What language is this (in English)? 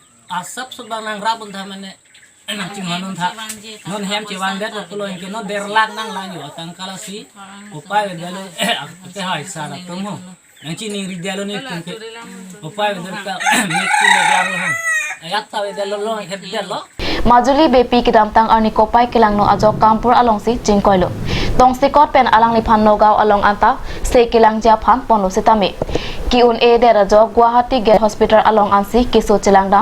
Karbi